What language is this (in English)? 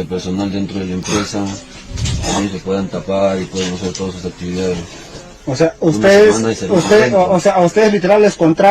Ayacucho Quechua